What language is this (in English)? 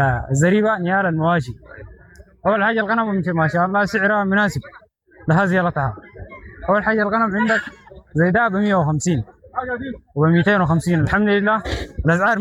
Sudanese Arabic